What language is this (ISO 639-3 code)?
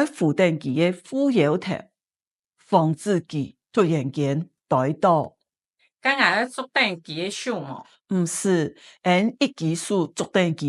hak